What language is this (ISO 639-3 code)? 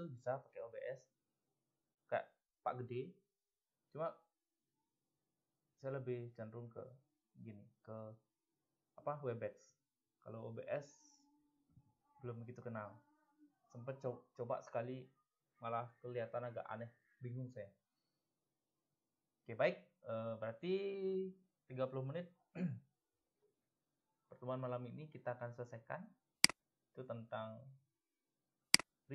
ind